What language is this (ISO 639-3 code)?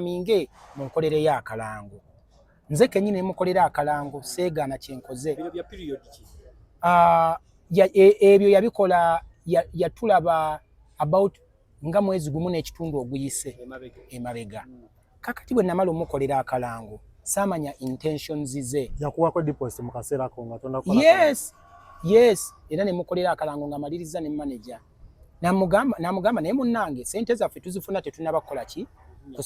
lug